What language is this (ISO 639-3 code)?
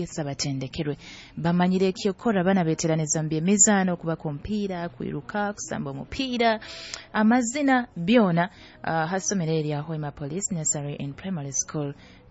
nyo